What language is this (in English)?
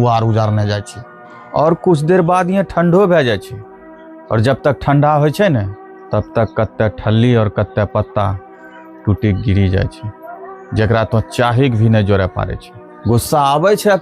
Angika